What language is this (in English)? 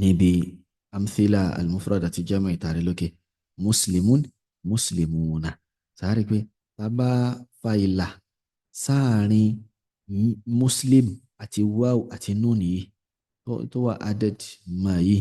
Yoruba